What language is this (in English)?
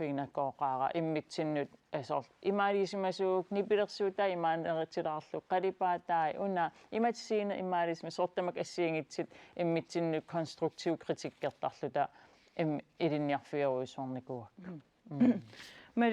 Kalaallisut